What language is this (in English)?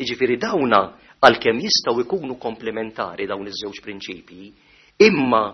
Maltese